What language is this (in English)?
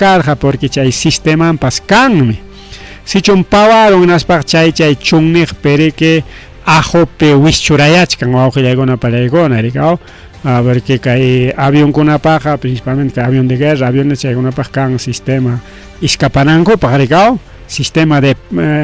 Ayacucho Quechua